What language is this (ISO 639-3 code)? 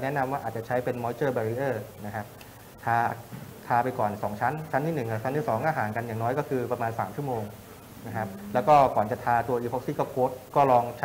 tha